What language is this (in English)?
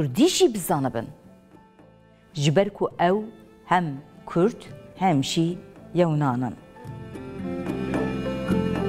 Kurdish